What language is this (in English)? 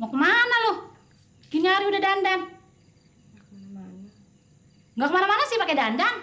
Betawi